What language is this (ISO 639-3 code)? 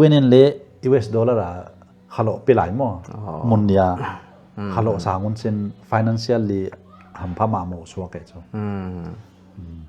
pck